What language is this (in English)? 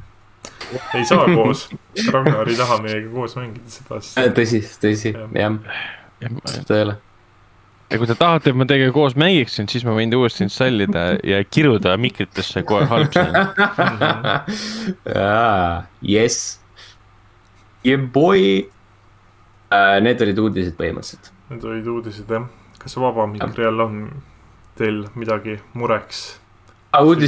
Estonian